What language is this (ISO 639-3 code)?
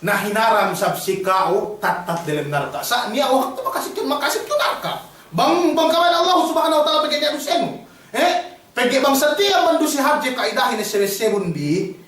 yka